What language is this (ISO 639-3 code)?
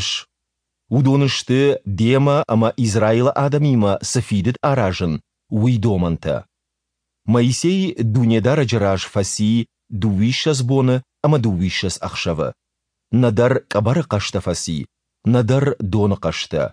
oss